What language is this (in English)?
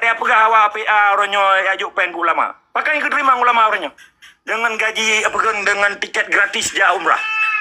Achinese